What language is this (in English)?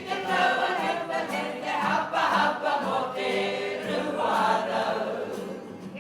Māori